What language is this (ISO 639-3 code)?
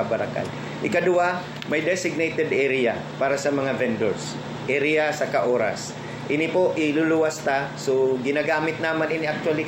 bik